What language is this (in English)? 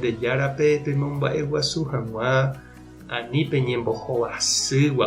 Guarani